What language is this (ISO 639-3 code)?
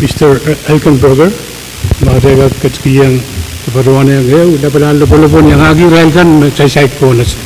pon